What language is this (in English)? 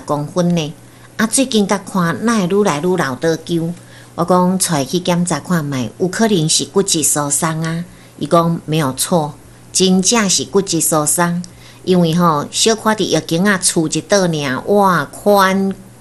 Min Nan Chinese